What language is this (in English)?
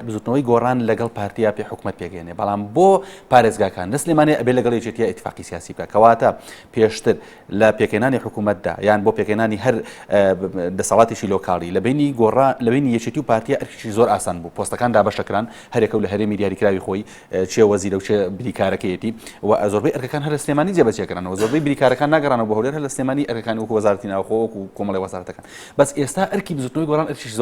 Central Kurdish